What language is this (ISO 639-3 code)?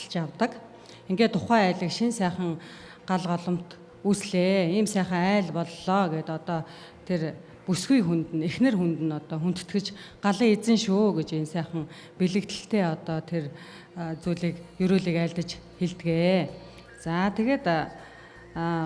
mon